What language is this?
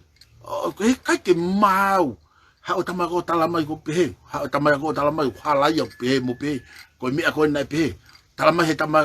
Tongan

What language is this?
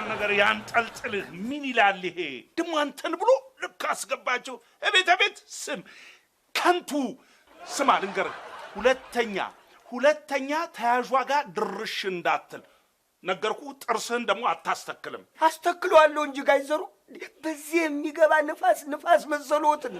Amharic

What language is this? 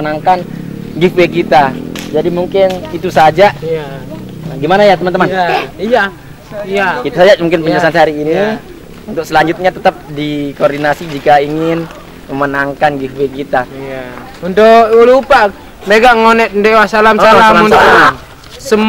Sasak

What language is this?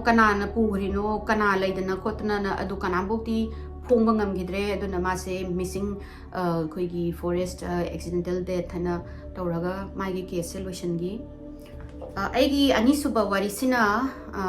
Manipuri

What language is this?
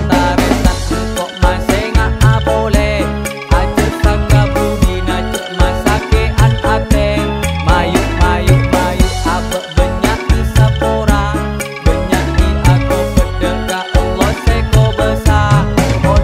Madurese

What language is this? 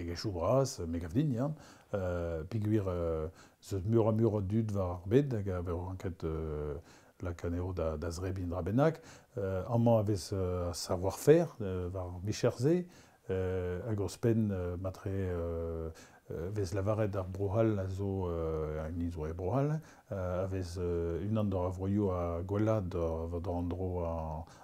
Breton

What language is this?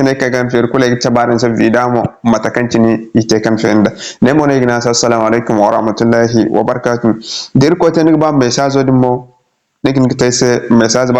Zarma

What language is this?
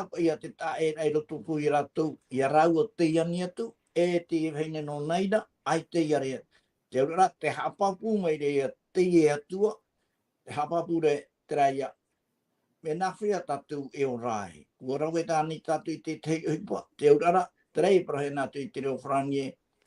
Tahitian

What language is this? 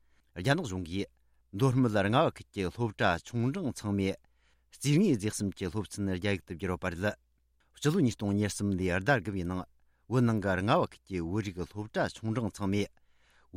Tibetan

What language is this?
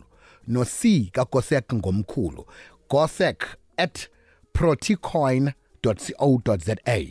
South Ndebele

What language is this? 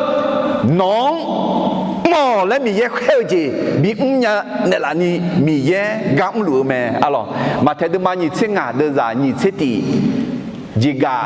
Akha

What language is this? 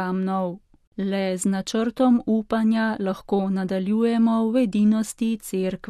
Slovenian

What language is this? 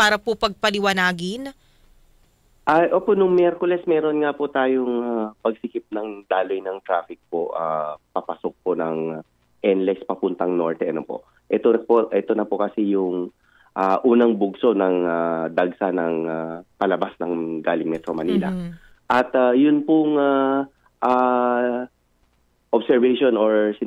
Filipino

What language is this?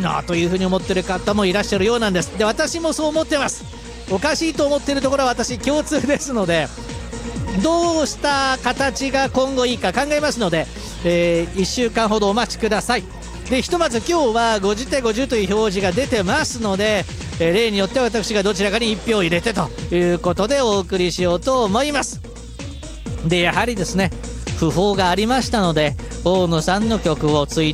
Japanese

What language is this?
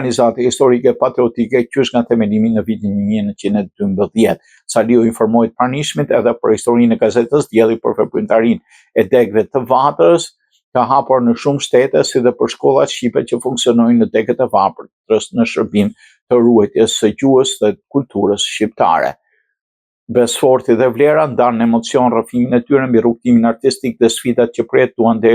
Albanian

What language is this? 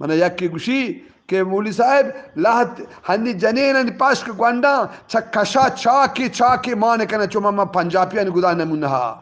Eastern Balochi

